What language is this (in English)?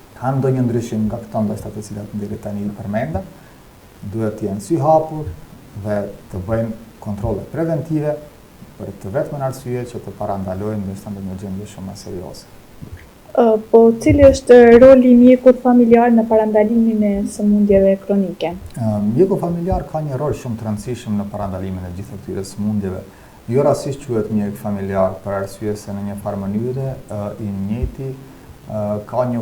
Albanian